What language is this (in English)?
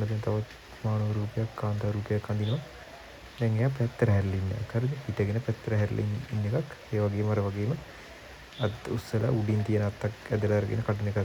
Sinhala